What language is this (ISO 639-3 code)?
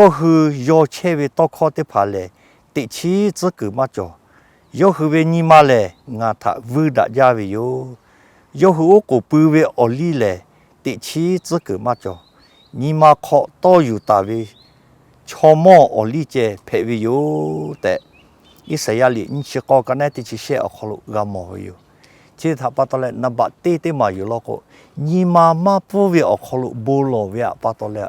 lhu